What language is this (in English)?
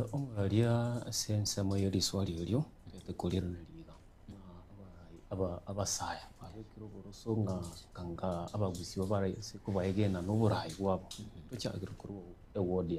Gusii